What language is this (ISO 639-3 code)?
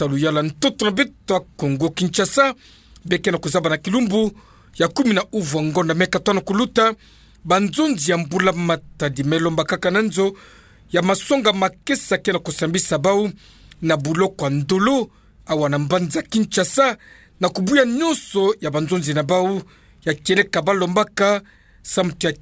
ktu